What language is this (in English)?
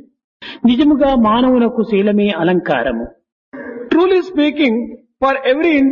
Telugu